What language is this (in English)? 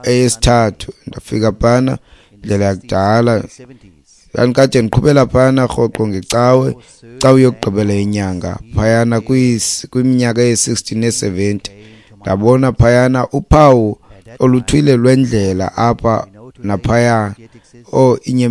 Xhosa